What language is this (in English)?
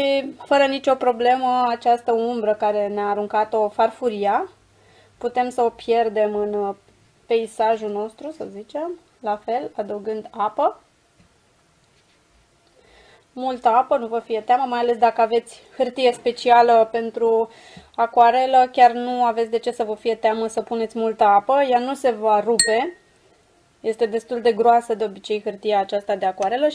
Romanian